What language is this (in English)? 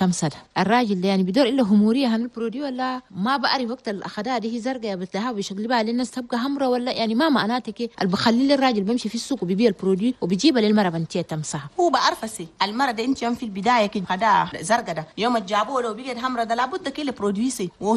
Chadian Arabic